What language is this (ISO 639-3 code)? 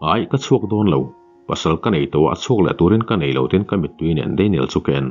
lus